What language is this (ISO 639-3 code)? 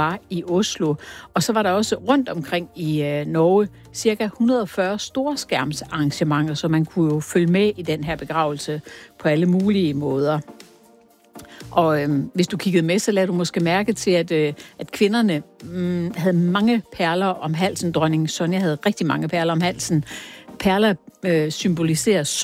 dan